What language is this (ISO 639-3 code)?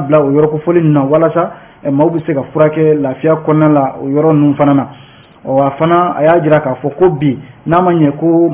bam